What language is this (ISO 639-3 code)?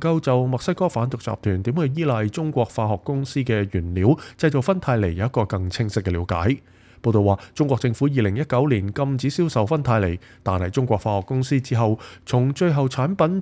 yue